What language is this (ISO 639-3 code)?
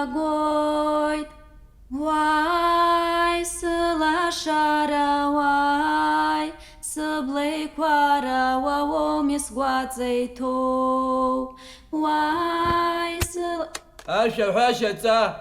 abk